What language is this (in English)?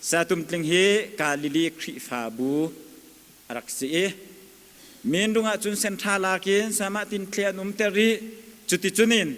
Hakha Chin